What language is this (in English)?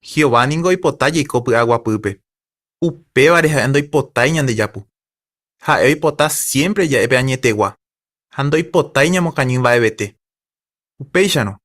Guarani